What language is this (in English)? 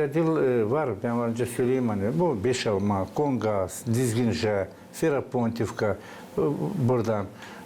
Gagauz